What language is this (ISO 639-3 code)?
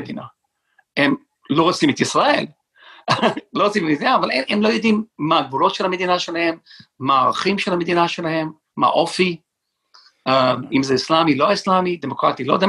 heb